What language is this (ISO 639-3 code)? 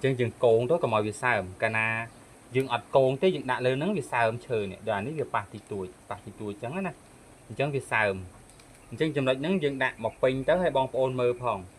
khm